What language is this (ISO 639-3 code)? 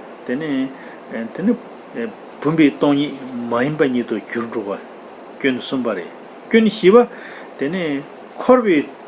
bod